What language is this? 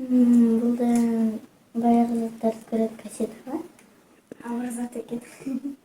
Kazakh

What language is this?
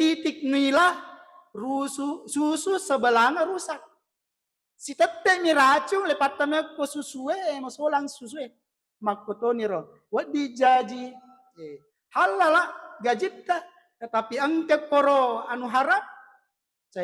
Buginese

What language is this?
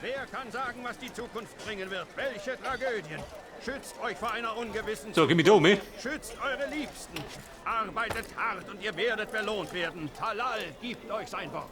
Bavarian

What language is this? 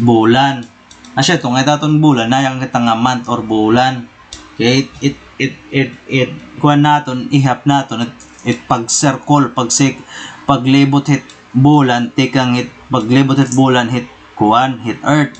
Waray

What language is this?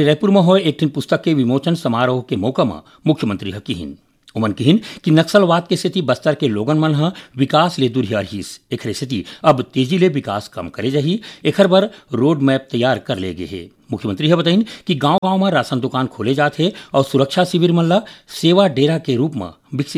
Chhattisgarhi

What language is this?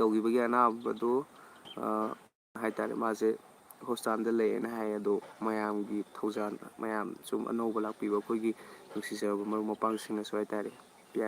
Manipuri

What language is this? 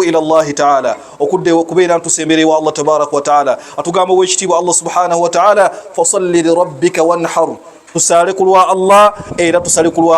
Ganda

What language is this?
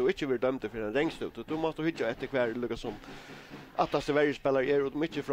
Faroese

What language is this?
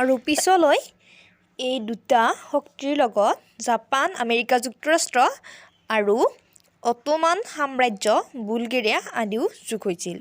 Assamese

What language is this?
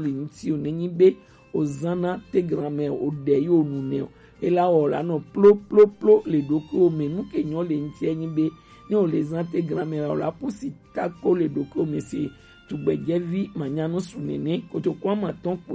Gen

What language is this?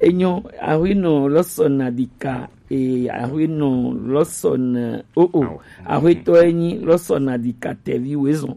Gen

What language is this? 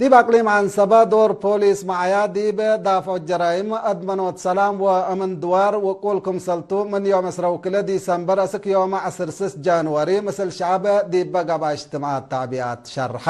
Tigre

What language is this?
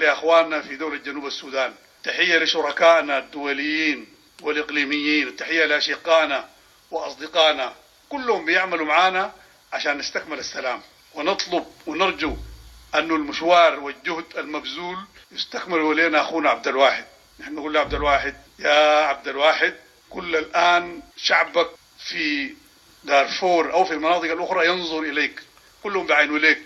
Sudanese Arabic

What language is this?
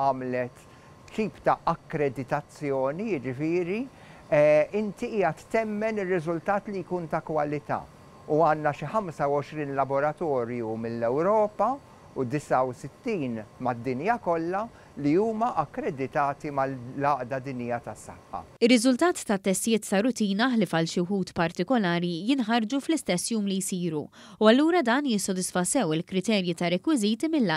Maltese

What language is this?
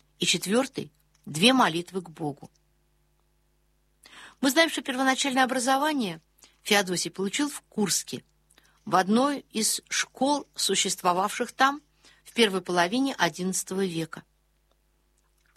Russian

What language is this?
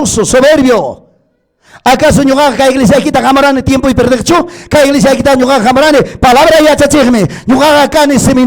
Ayacucho Quechua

